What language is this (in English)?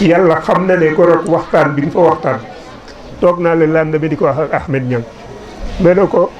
Wolof